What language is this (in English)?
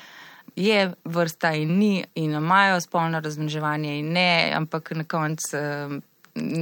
Slovenian